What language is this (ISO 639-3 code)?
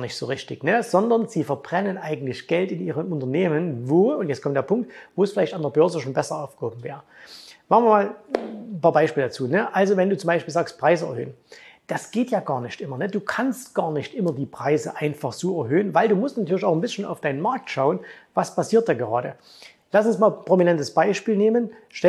deu